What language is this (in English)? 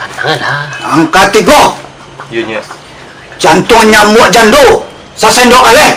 Minangkabau